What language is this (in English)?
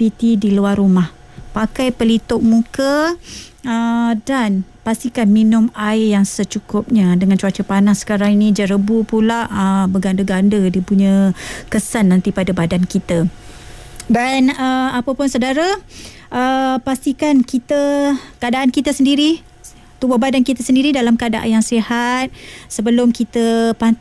Malay